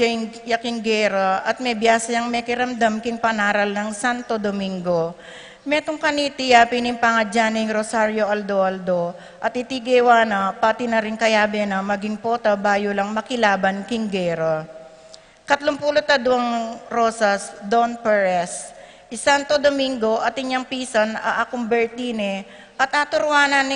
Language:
Pampanga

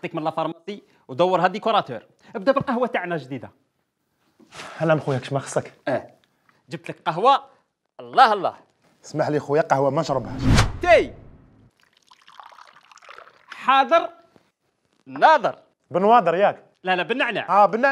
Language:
Algerian Arabic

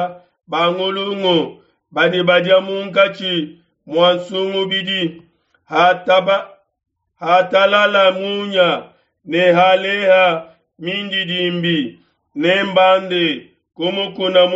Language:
Luba-Lulua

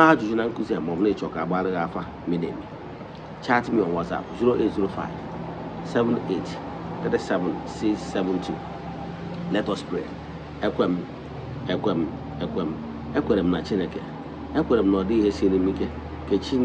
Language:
Igbo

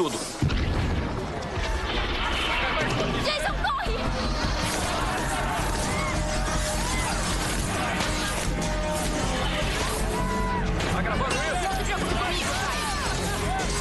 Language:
Portuguese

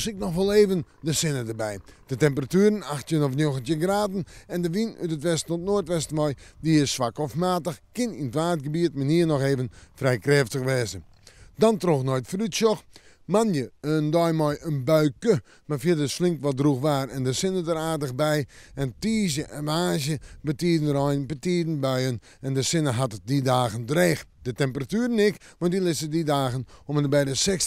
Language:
Western Frisian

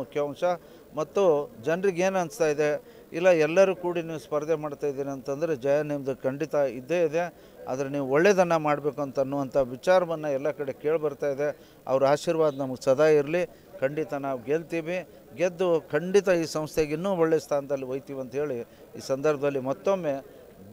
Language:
Kannada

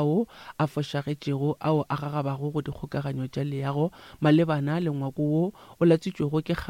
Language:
Northern Sotho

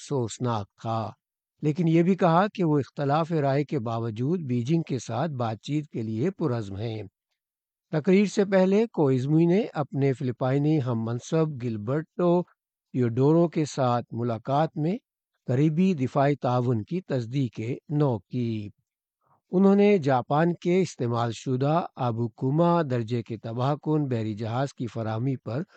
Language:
Urdu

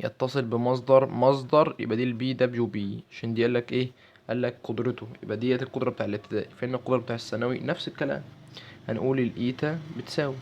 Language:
Egyptian Arabic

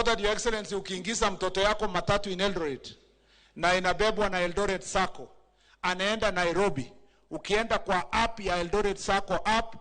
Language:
Luo (Kenya and Tanzania)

